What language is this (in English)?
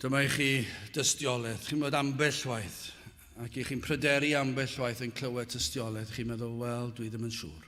Welsh